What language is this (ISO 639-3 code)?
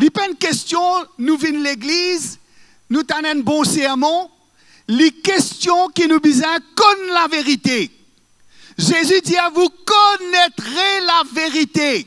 mfe